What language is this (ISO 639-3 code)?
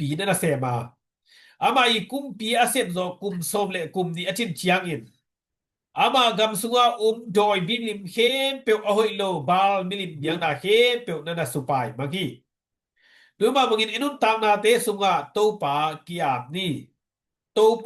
ctd